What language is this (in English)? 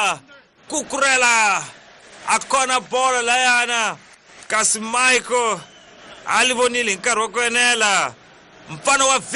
Tsonga